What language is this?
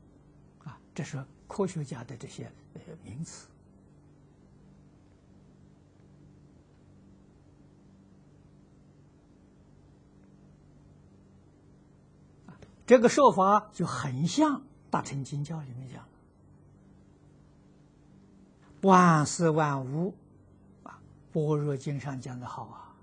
Chinese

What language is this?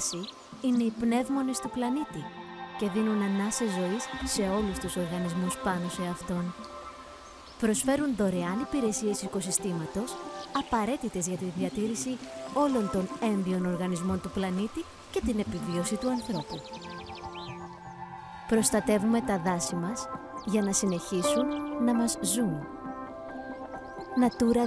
Greek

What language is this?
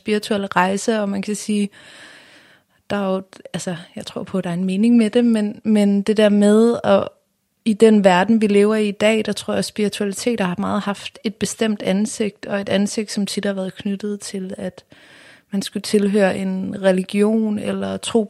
Danish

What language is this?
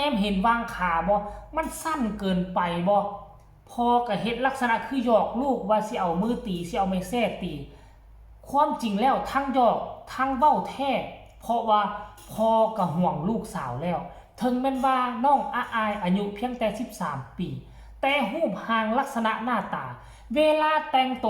Lao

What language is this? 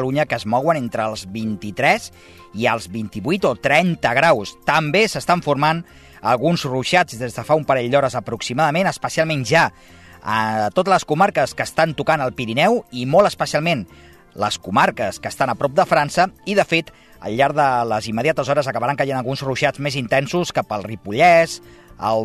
Catalan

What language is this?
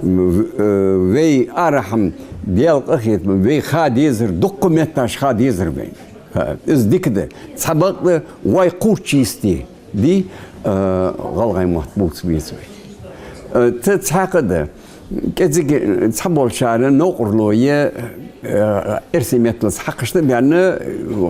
Ingush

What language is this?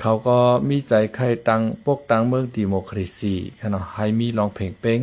Shan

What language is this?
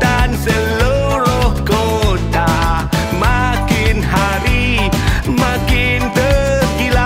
Malay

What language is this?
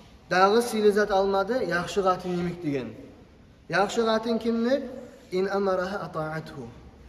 Kumyk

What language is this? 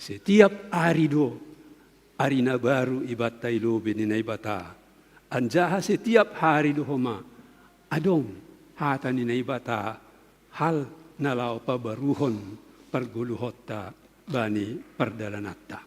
Batak Simalungun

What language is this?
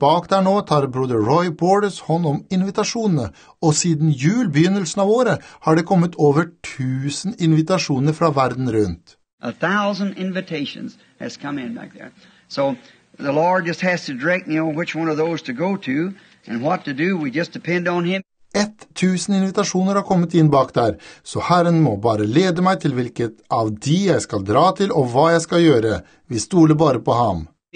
Norwegian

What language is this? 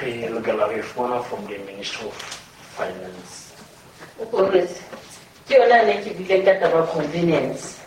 Southern Sotho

